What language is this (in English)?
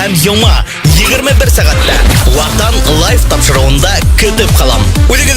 Bashkir